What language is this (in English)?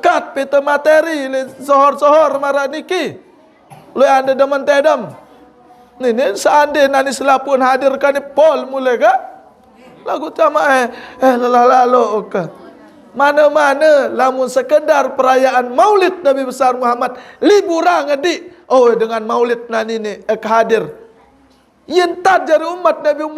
Sasak